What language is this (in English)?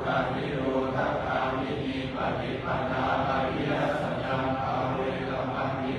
Pali